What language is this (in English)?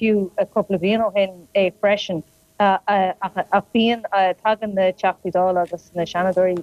Irish